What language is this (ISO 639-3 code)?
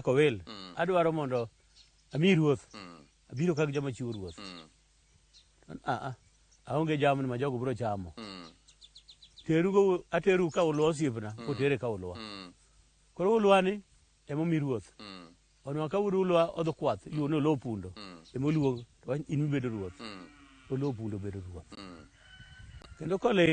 luo